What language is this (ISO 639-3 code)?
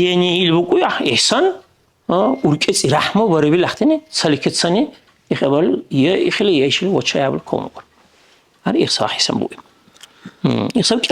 dar